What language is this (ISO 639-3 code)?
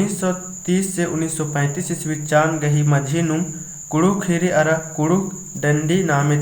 kru